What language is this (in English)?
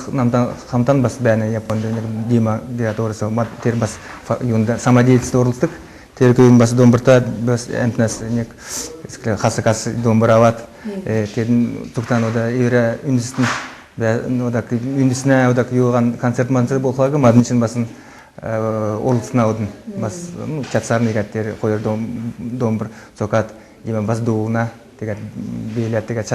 Kalmyk